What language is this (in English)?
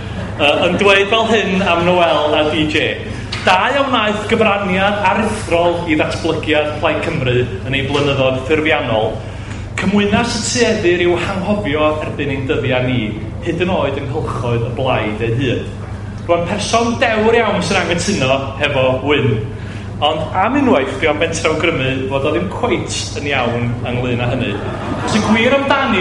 Welsh